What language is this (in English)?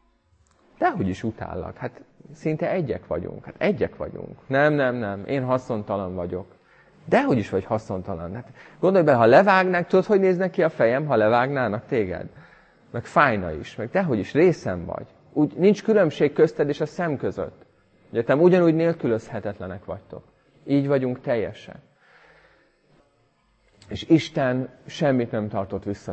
Hungarian